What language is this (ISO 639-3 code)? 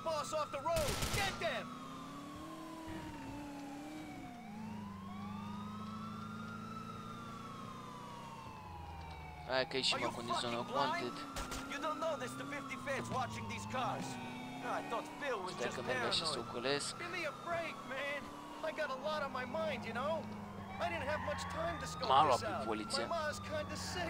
ron